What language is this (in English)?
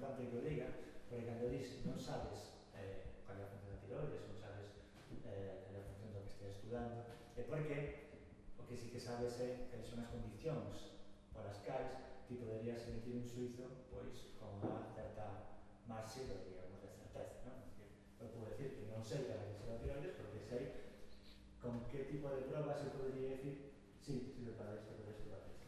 Galician